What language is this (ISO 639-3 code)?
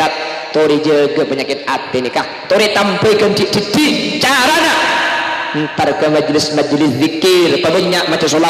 mad